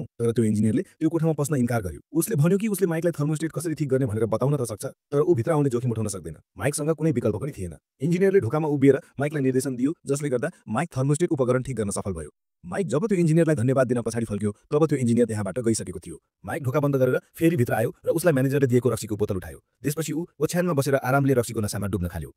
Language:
Nepali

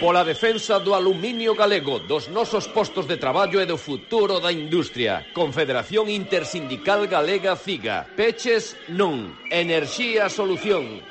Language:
Galician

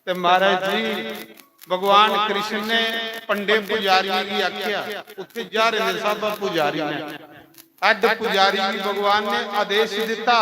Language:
Dogri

